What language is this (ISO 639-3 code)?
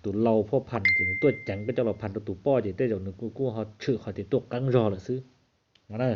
hmn